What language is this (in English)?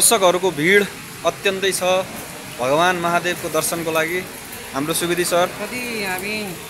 Nepali